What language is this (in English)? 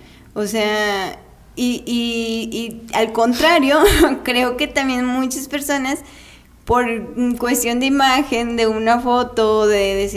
Spanish